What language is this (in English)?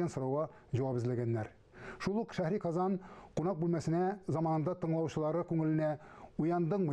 Tatar